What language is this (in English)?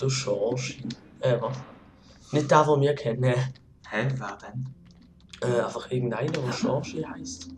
Swiss German